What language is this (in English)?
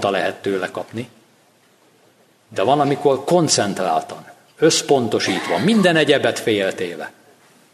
Hungarian